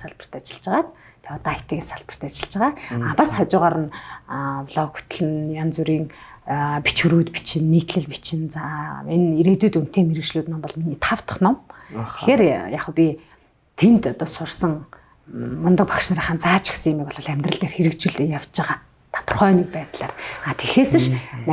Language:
Mongolian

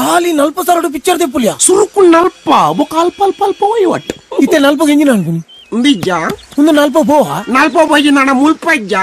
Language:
Tulu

